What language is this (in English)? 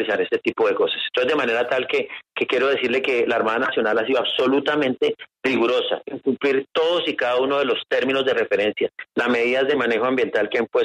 Spanish